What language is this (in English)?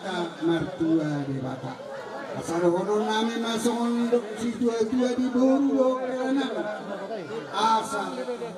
Batak Toba